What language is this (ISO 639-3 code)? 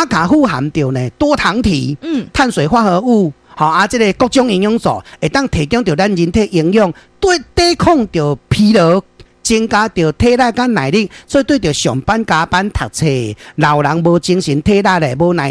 nan